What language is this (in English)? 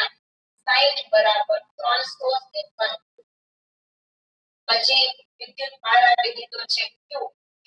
Gujarati